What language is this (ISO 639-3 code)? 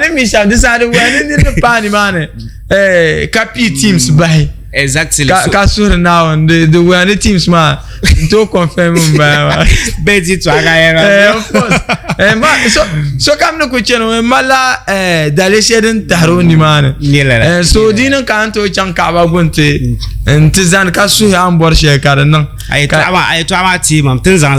dag